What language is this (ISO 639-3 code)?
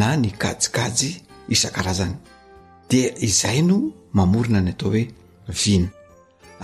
mlg